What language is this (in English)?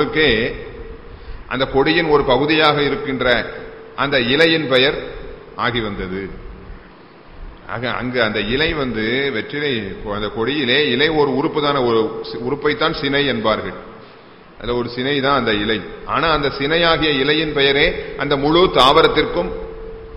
Tamil